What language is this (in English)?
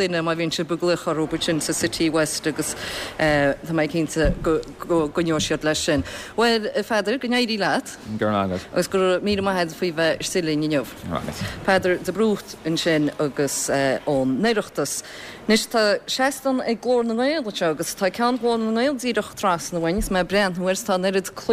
Irish